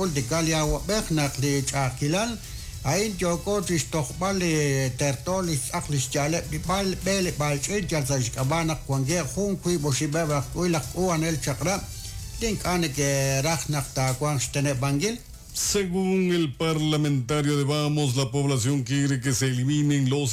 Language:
Kekchí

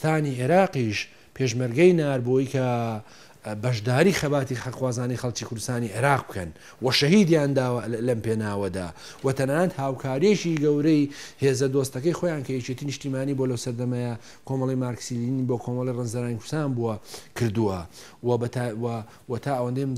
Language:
Central Kurdish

